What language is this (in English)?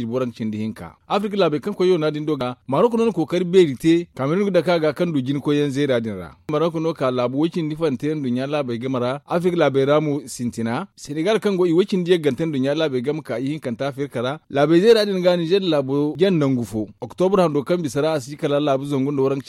Zarma